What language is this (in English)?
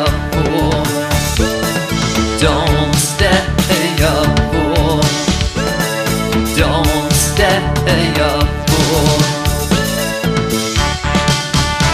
English